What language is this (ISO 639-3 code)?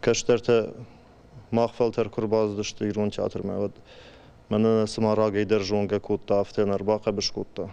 oss